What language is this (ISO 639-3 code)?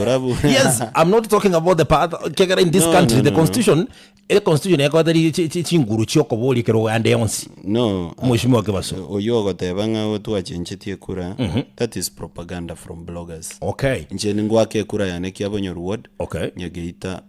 guz